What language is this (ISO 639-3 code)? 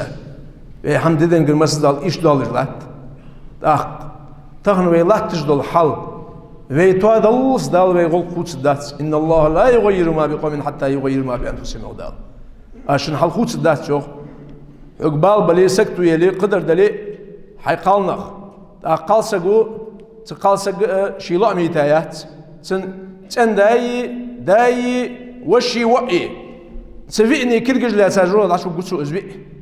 inh